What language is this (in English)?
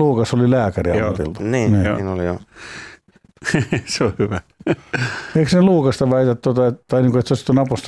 Finnish